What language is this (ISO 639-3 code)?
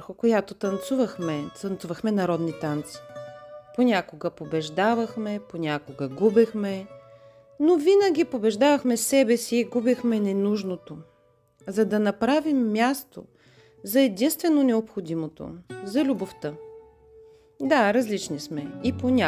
bul